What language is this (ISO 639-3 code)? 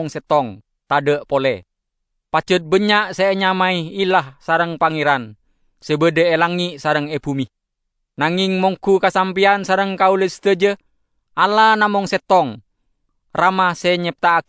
mad